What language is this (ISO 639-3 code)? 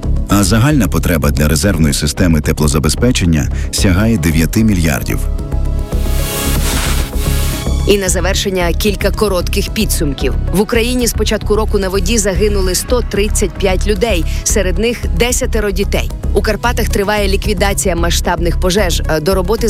ukr